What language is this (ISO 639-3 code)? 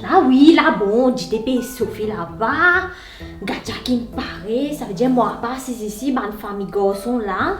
mfe